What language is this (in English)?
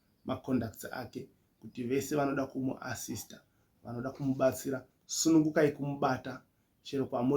Shona